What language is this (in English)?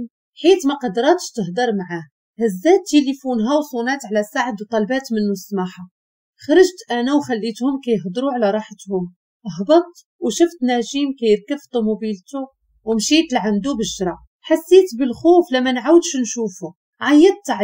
Moroccan Arabic